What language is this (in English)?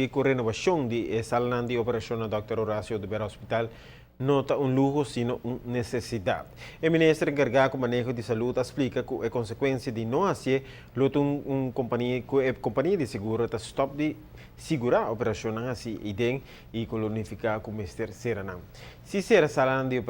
Papiamento